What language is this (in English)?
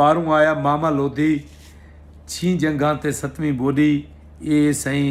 Saraiki